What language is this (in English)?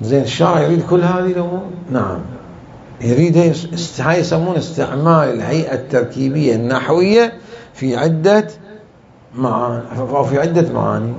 Mesopotamian Arabic